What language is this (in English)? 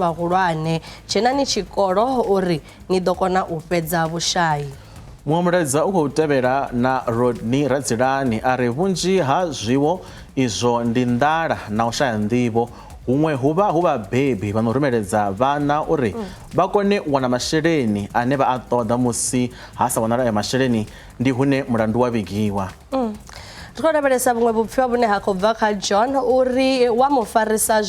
Venda